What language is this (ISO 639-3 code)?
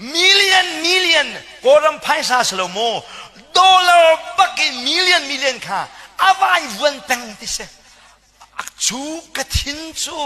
cnh